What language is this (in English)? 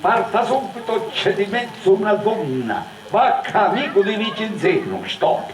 Sicilian